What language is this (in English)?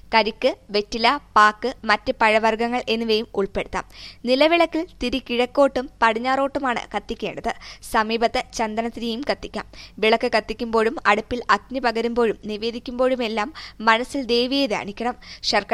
Malayalam